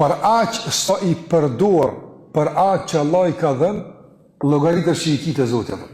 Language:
Albanian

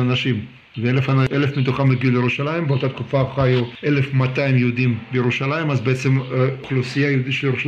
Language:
Hebrew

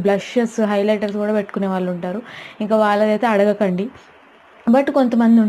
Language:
Telugu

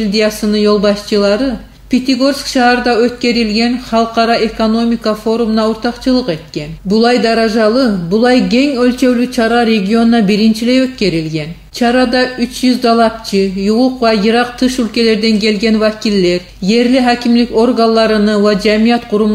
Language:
Kumyk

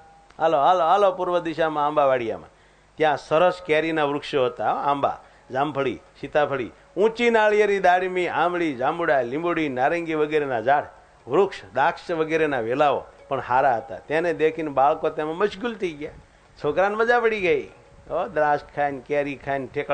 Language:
Gujarati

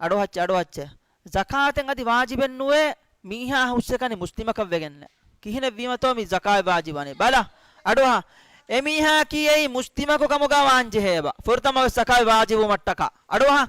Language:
Divehi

